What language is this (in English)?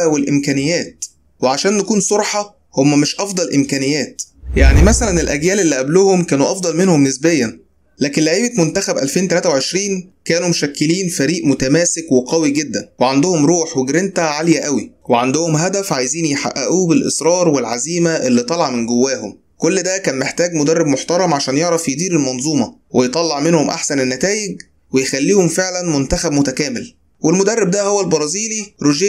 Egyptian Arabic